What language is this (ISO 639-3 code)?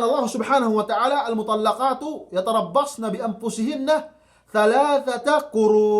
yka